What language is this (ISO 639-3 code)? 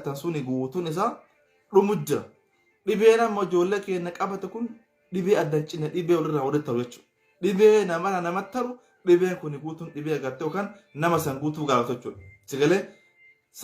orm